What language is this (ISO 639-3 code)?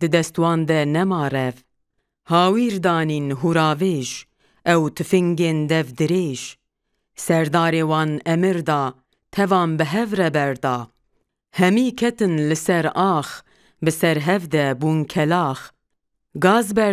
kur